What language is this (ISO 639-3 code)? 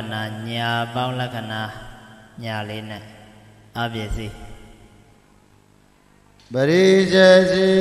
mya